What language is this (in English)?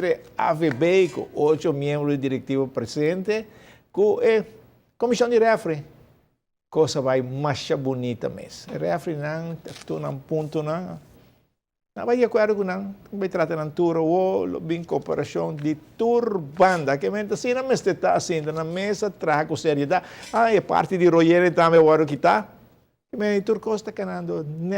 Papiamento